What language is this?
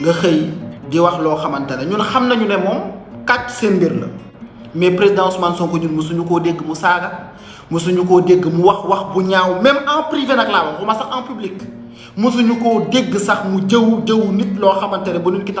Wolof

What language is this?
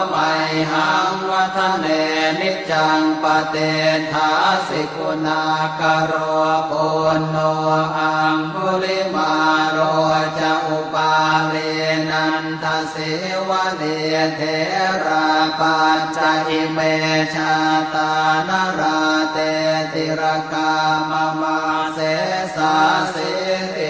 Pali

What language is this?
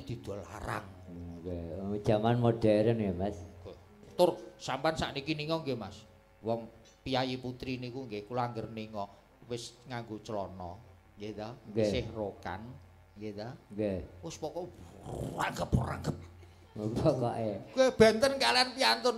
Javanese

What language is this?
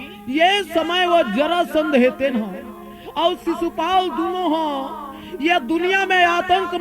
Chhattisgarhi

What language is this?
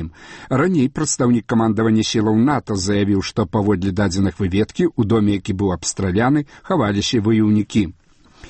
Belarusian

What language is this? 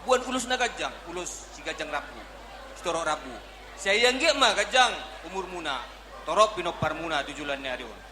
Batak Toba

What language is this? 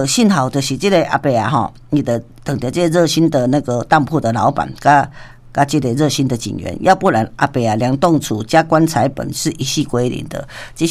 Min Nan Chinese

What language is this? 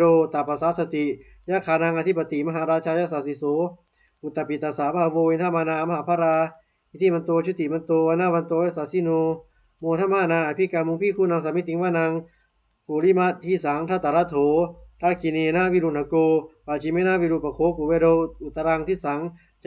Pali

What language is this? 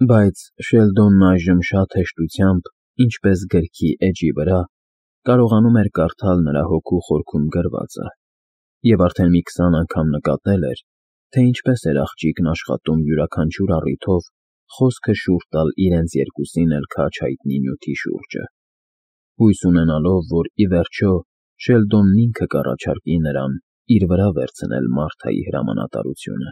Armenian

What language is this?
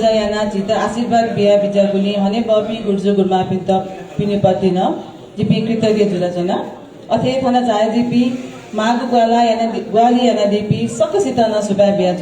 Newari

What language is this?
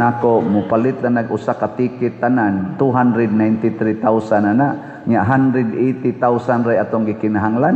Cebuano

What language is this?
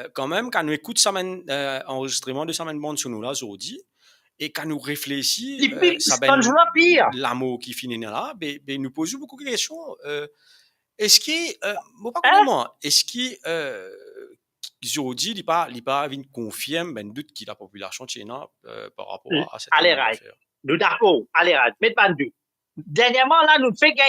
Morisyen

